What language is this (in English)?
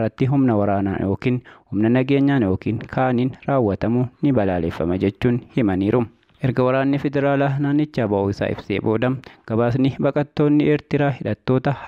Oromo